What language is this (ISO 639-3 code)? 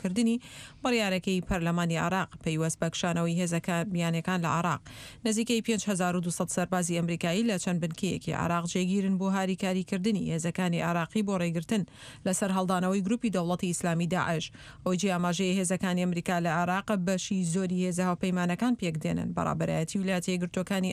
ckb